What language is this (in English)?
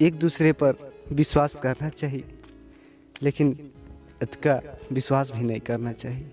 Chhattisgarhi